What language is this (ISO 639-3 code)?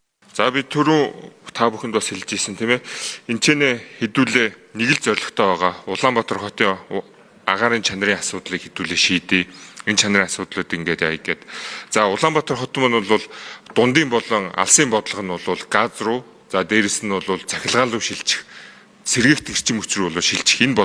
mon